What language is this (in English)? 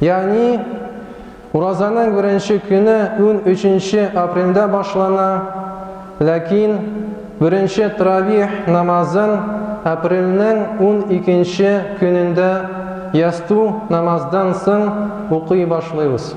Tatar